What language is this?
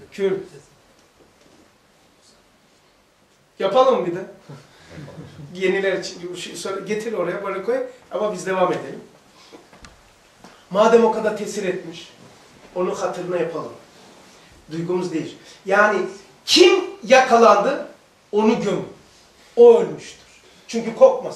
Turkish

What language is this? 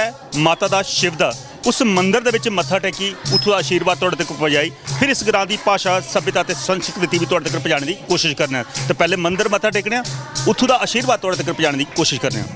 Dogri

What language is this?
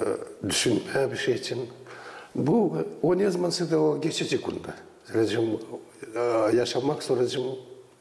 Gagauz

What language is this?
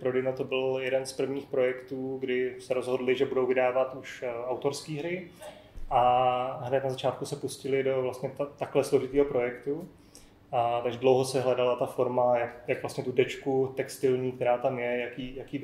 Czech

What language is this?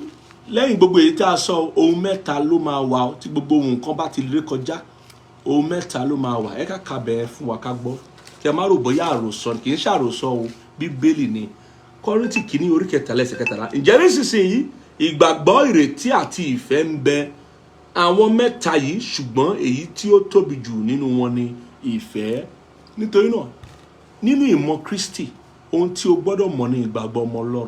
Yoruba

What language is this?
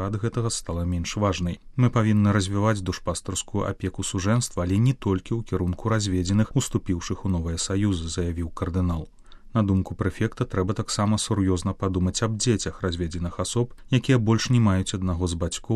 Belarusian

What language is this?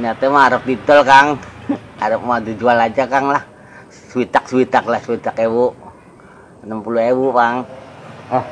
Betawi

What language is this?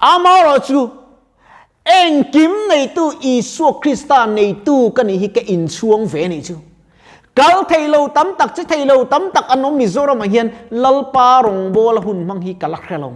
Mizo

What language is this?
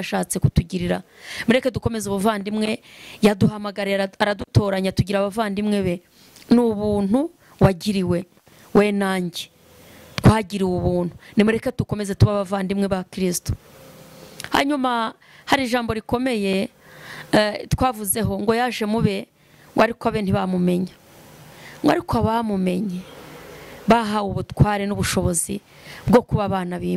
Kinyarwanda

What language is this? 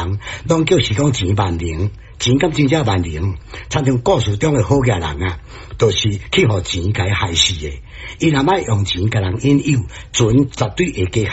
Min Nan Chinese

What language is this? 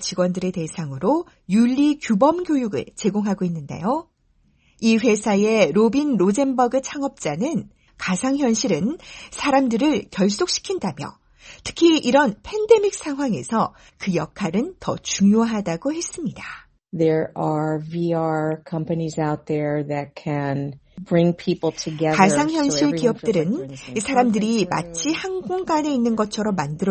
Korean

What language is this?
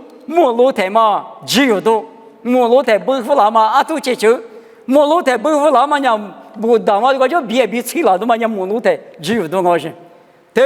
Lisu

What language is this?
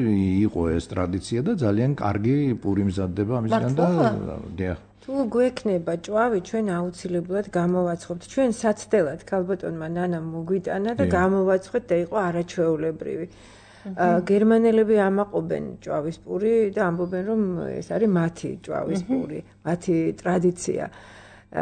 Georgian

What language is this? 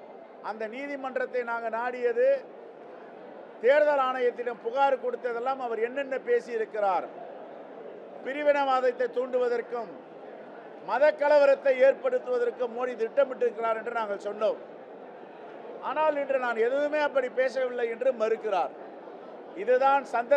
Tamil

